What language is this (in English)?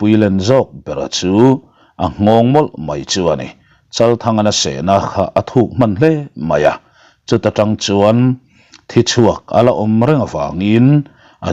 Mizo